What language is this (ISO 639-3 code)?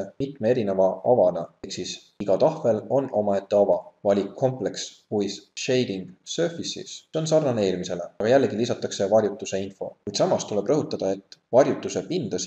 est